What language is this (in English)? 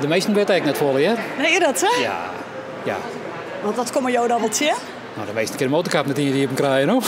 Western Frisian